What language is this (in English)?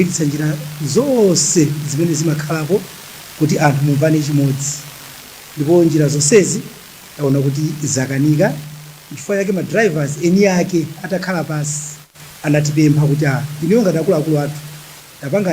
Nyanja